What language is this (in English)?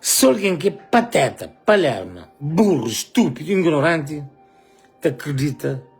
Kabuverdianu